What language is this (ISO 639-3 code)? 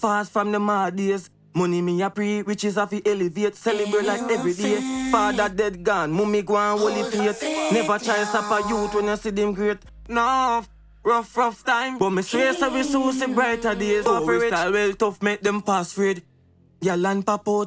jam